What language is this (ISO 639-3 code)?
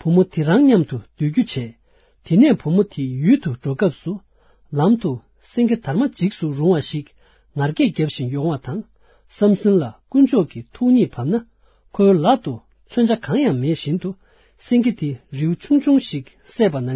bod